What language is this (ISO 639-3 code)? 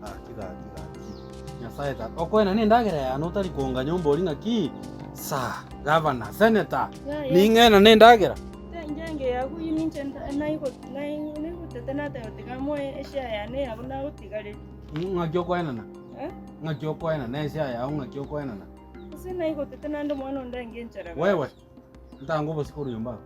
guz